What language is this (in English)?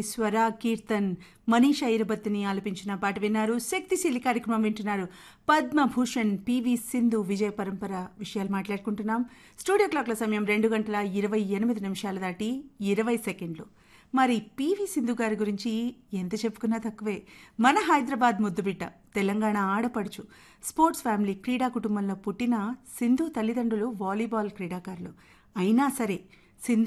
Telugu